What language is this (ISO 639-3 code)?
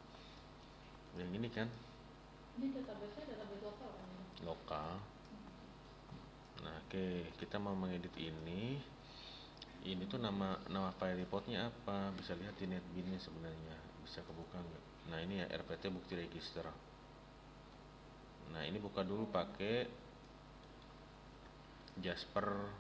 ind